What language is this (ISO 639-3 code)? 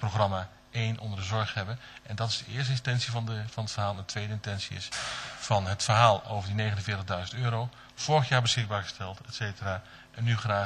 nld